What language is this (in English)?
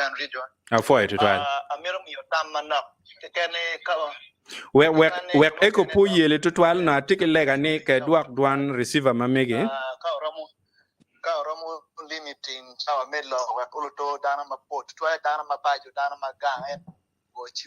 Acoli